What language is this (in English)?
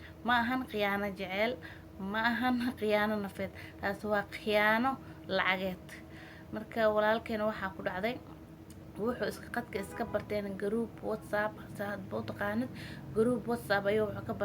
Somali